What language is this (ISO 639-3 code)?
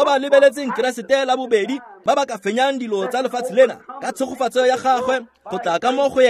tsn